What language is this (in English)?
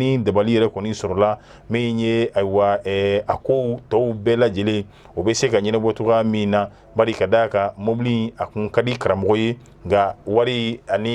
Bambara